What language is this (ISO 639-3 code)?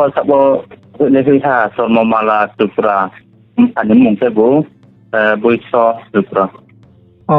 ria